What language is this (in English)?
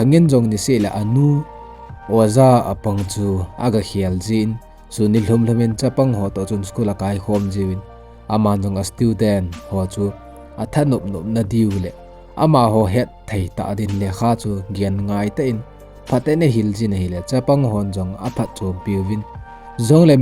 Thado Chin